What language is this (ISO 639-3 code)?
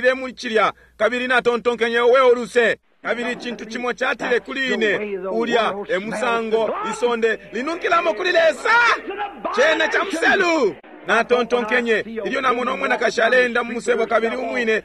bem